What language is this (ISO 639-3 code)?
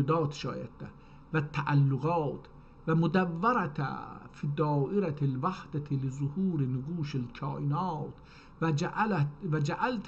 azb